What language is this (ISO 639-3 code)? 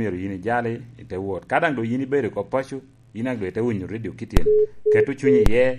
laj